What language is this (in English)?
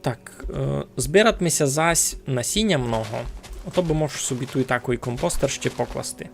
Rusyn